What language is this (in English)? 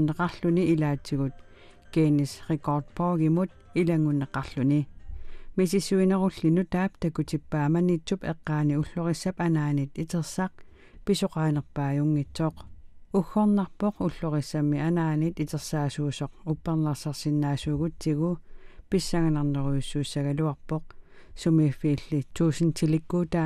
Kalaallisut